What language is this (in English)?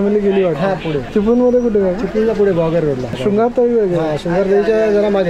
Marathi